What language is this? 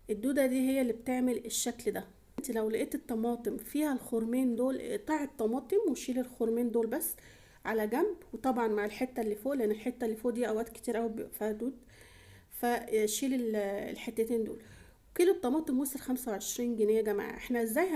Egyptian Arabic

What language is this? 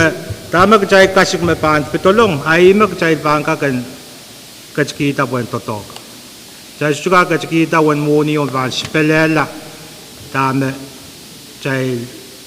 Pohnpeian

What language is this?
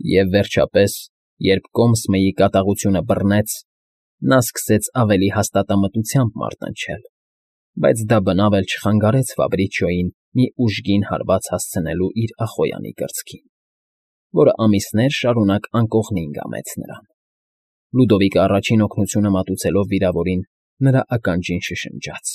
Armenian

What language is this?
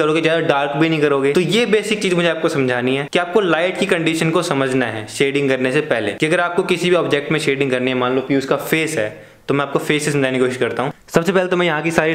Hindi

